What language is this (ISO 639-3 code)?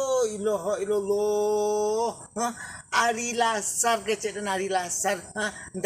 min